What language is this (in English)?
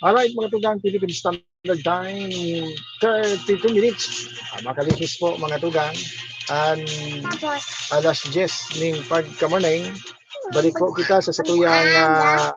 Bikol